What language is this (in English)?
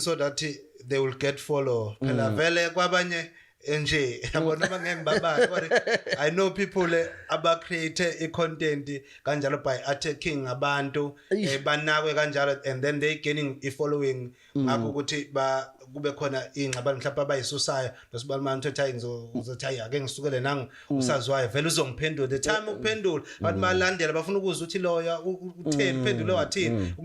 Zulu